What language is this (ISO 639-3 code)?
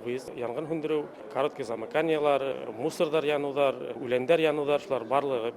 bak